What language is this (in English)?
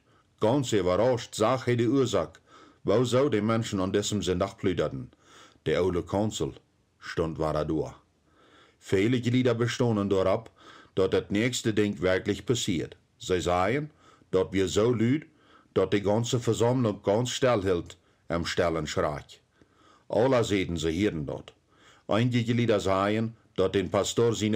Plautdietsch